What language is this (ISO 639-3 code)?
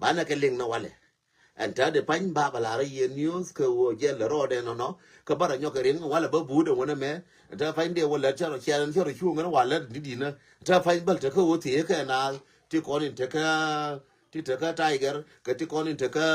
nus